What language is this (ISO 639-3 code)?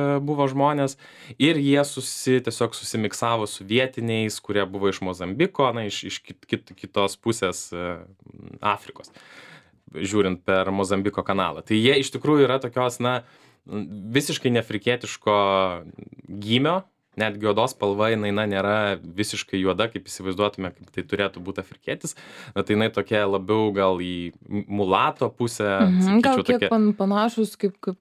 lit